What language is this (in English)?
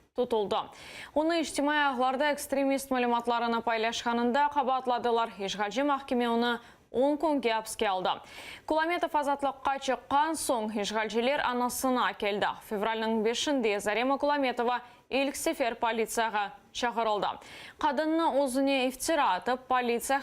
Crimean Tatar